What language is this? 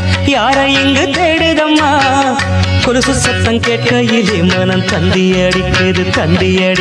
Tamil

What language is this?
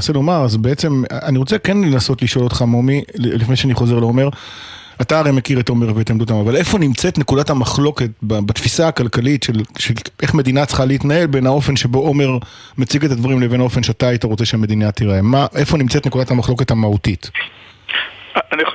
Hebrew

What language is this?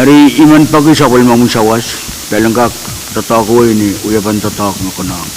Pohnpeian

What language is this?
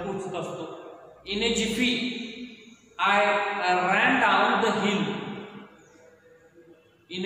Marathi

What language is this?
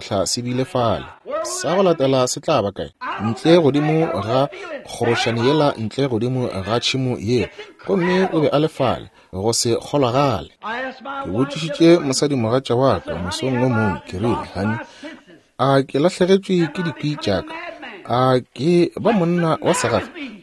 Northern Sotho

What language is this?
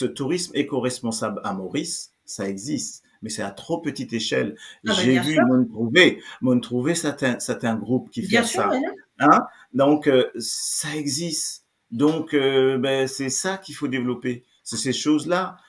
Morisyen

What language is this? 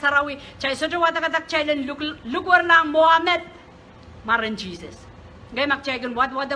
Pohnpeian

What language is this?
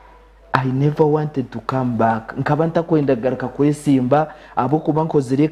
Nyankole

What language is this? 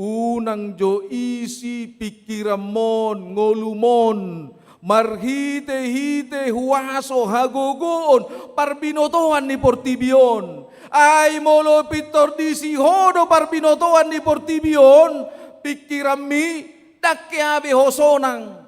Batak Toba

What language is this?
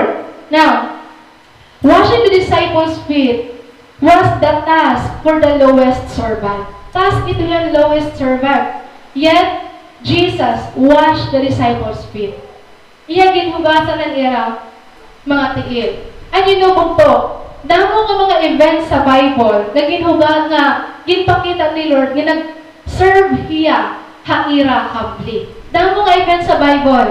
Waray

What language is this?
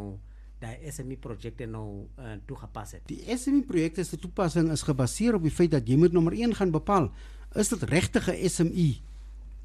Afrikaans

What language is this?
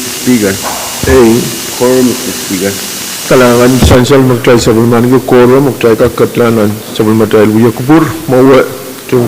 Pohnpeian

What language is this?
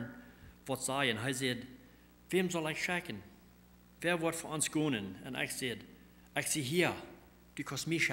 Plautdietsch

